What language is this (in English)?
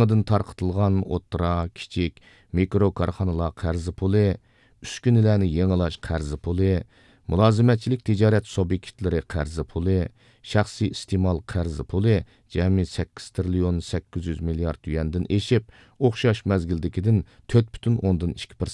Uyghur